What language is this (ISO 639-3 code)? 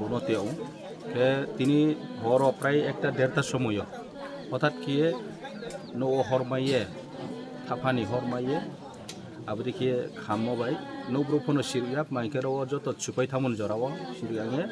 trp